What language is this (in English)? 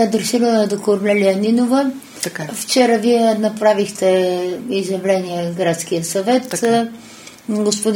Bulgarian